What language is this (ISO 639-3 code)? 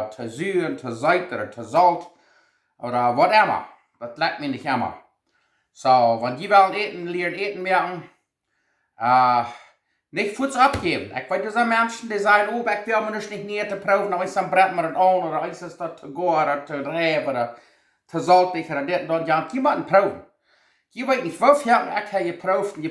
pdt